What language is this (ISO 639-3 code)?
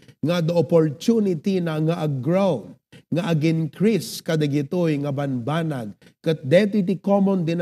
ilo